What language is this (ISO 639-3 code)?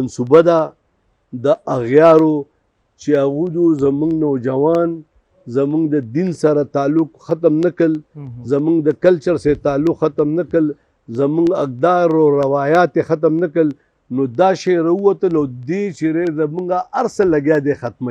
pus